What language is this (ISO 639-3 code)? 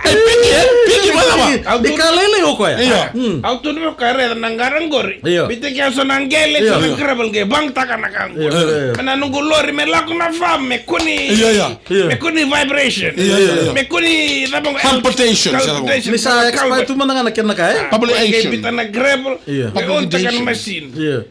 fij